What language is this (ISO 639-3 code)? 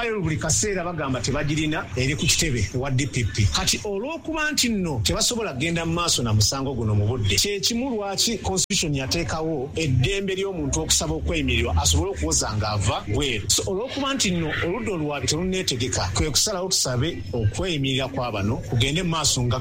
lug